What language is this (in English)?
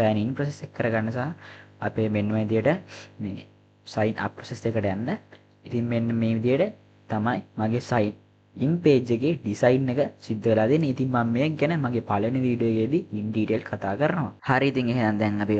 Sinhala